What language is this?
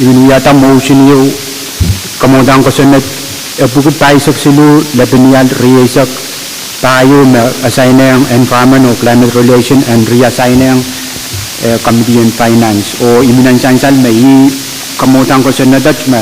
Pohnpeian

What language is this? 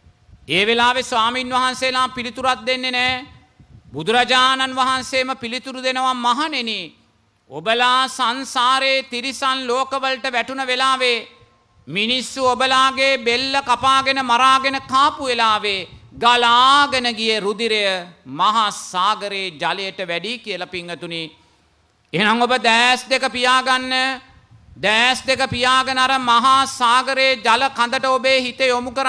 Sinhala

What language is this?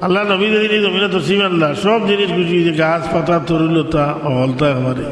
Sylheti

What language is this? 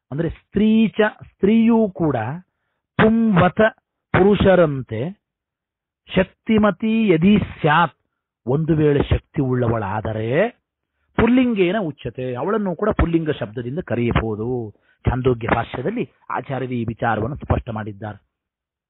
Kannada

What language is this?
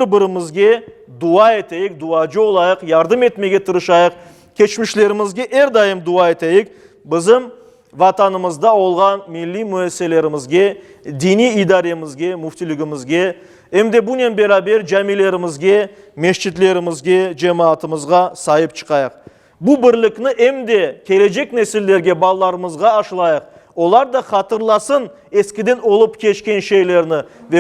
Crimean Tatar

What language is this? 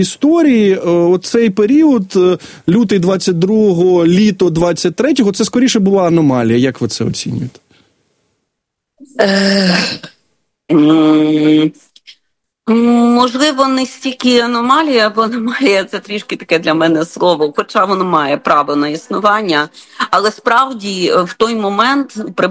Ukrainian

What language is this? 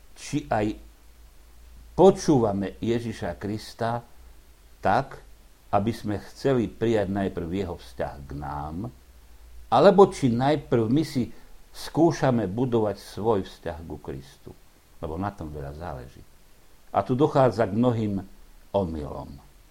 Slovak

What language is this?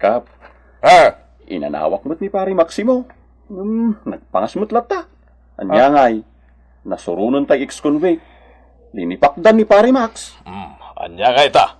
Iloko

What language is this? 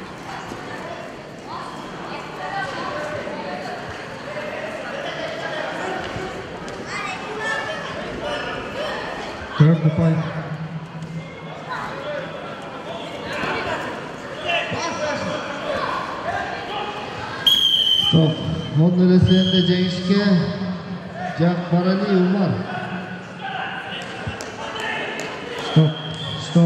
Kazakh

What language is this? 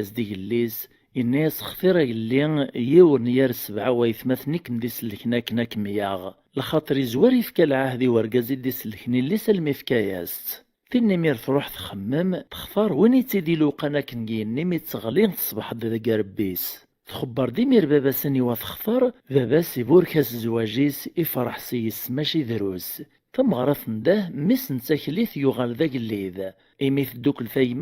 Kabyle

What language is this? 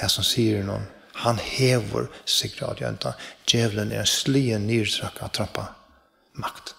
Faroese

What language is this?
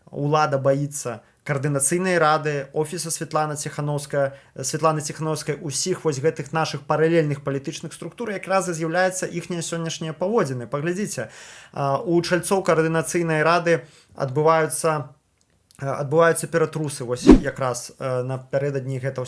Belarusian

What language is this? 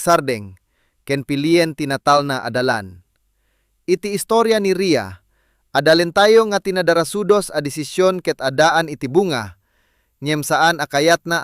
Iloko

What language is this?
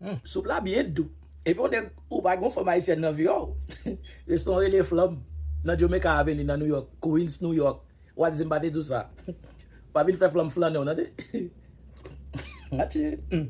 Haitian Creole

